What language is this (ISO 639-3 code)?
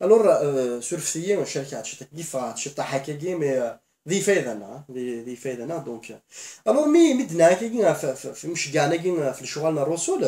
kab